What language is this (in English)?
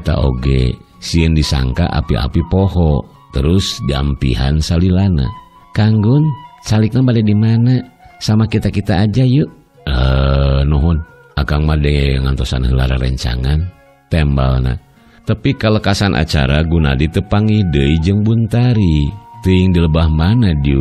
Sundanese